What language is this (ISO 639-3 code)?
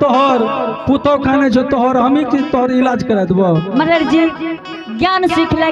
anp